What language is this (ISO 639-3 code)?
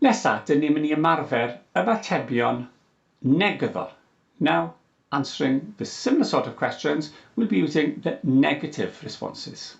cym